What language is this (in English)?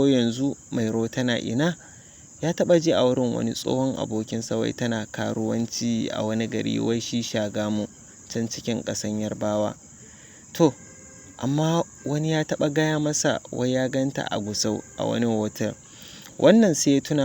Hausa